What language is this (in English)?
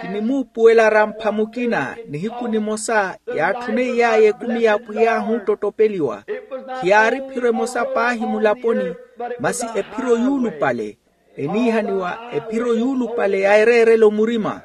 Makhuwa